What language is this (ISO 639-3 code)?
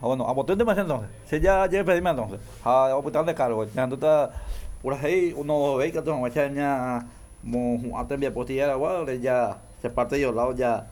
grn